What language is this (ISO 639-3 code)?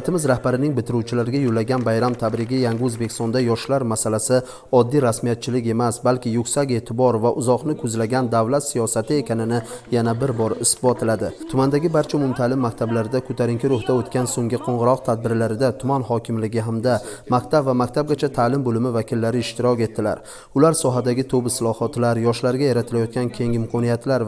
uzb